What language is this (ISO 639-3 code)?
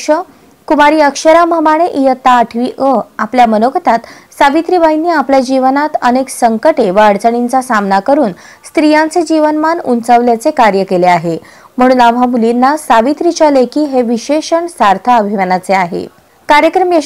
mar